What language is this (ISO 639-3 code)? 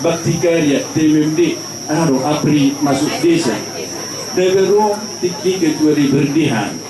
bbc